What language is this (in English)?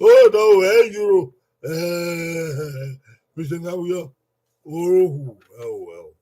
Bini